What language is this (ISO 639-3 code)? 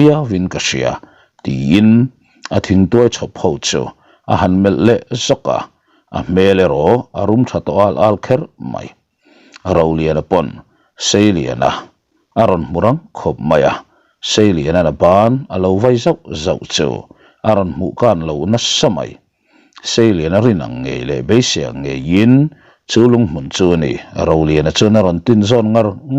lus